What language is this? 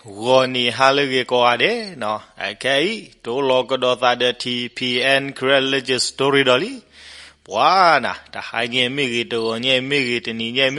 S'gaw Karen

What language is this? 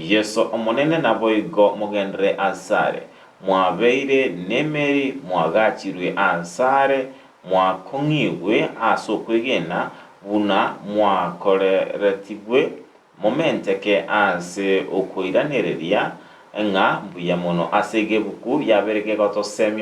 Gusii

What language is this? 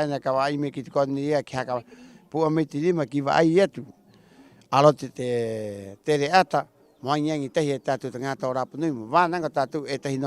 Rapanui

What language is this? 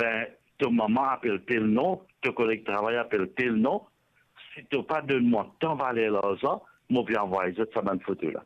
Morisyen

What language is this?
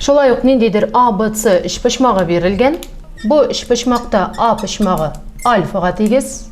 Tatar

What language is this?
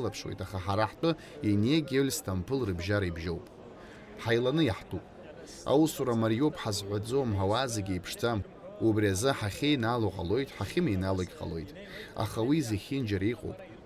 Abkhazian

